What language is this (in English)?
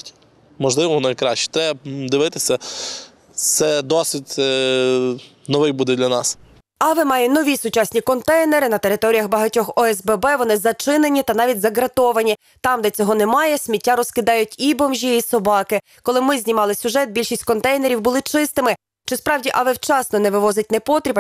Ukrainian